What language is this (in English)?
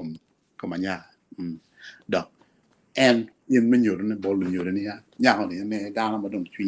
Acoli